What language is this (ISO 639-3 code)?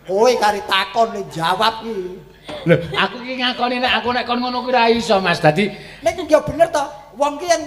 jav